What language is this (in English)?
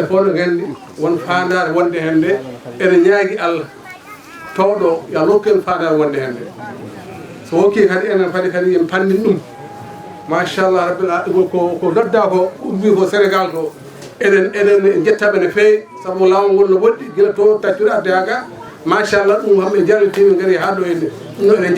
Fula